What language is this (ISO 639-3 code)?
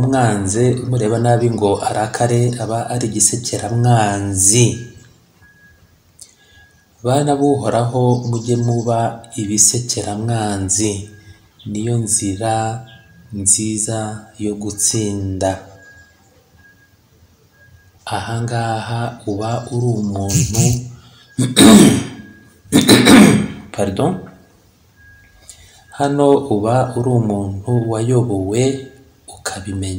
kin